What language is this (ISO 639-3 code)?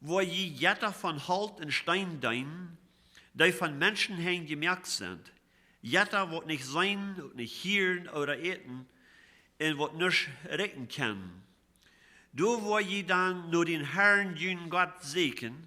pdt